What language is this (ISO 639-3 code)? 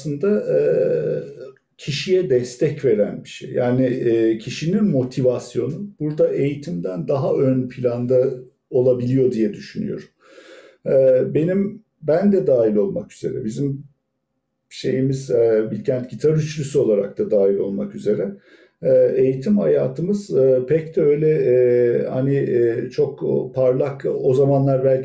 tur